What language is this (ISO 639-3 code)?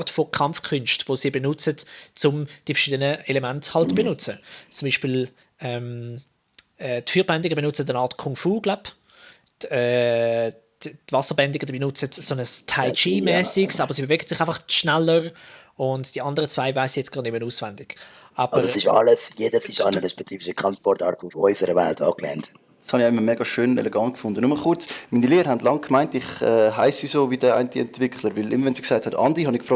gsw